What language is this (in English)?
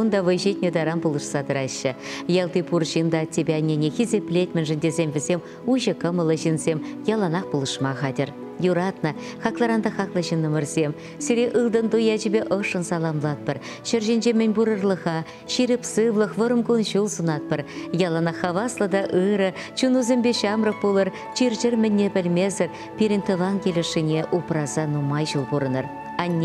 Chuvash